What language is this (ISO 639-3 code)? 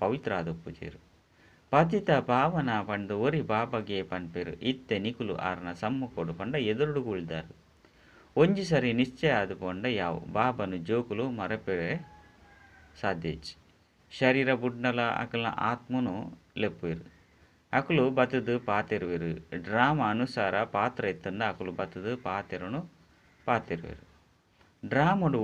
tcy